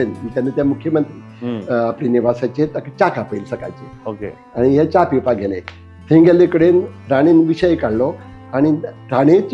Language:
Konkani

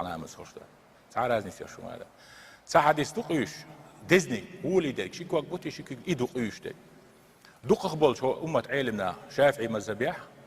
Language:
Chechen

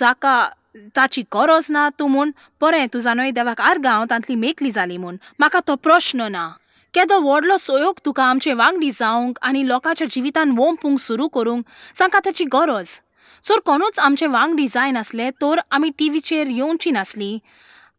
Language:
Konkani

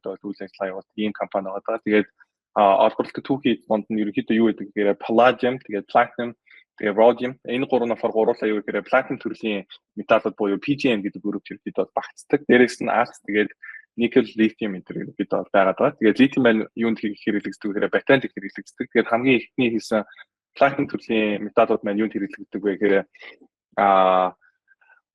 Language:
Mongolian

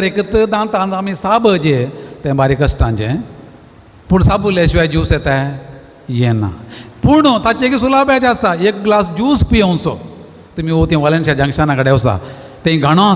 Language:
Konkani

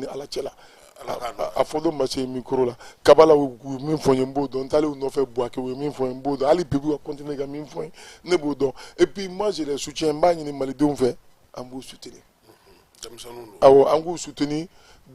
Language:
Bambara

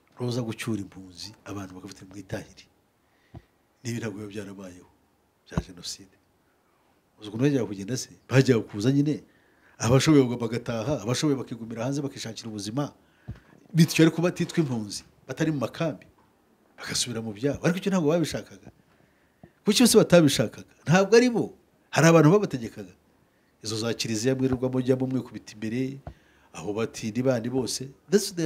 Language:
Kinyarwanda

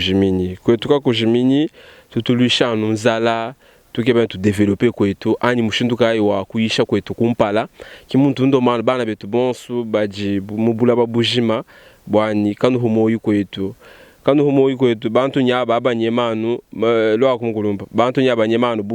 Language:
Luba-Lulua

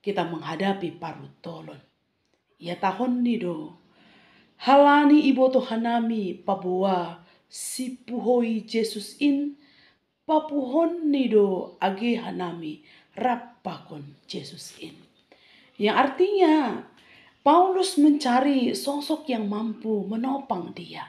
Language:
Batak Simalungun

